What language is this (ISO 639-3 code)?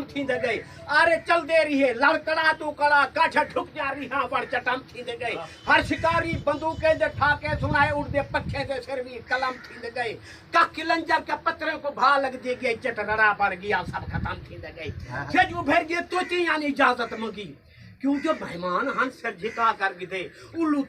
skr